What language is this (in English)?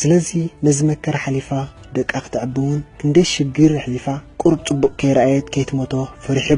Tigrinya